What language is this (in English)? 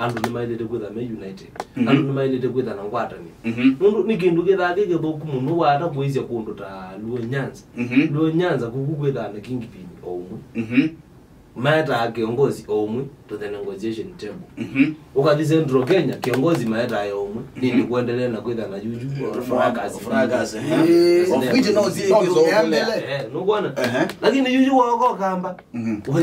Kamba